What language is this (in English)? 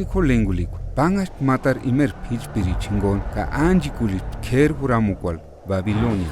Purepecha